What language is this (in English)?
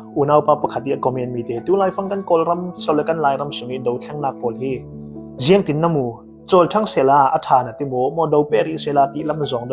Falam Chin